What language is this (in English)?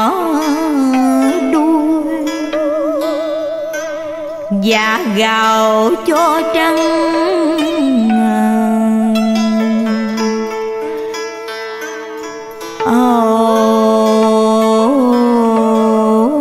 Vietnamese